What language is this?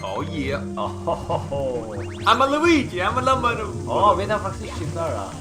Faroese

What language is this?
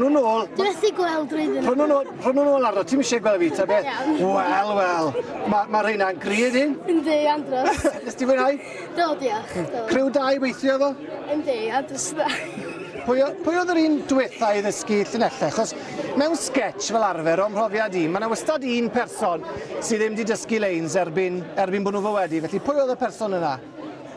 Welsh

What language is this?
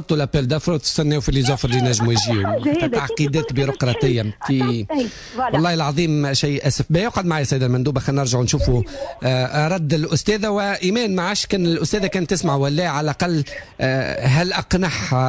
Tunisian Arabic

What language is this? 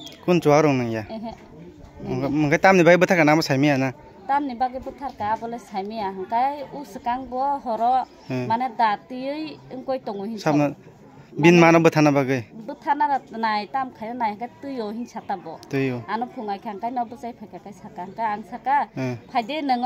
Kok Borok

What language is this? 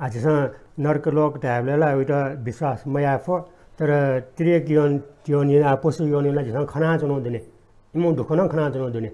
Newari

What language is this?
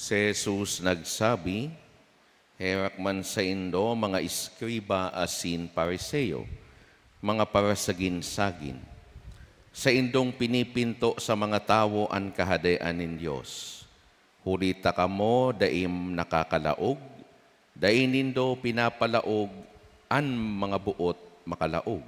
Bikol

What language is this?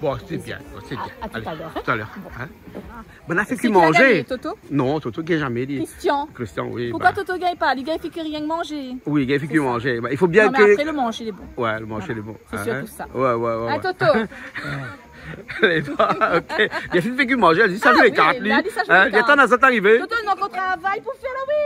Réunion Creole French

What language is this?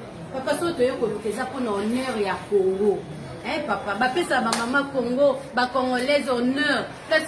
Lingala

